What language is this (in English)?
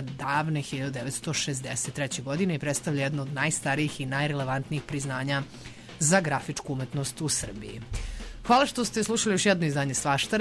Serbian